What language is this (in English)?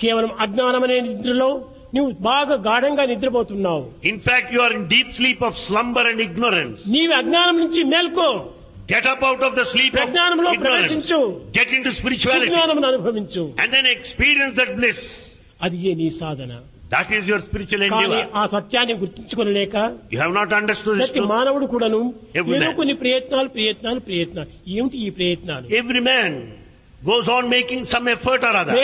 Telugu